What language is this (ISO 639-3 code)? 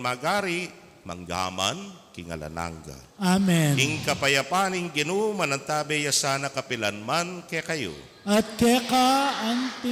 pam